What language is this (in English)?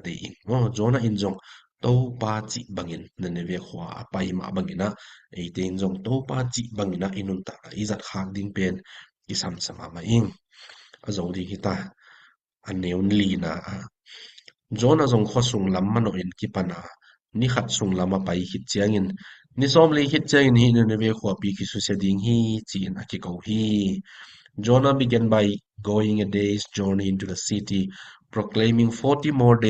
Tedim Chin